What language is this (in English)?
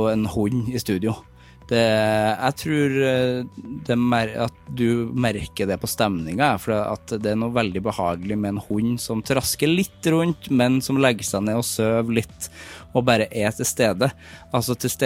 Norwegian